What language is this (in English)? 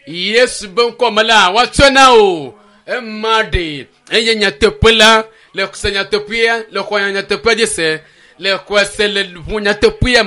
Ewe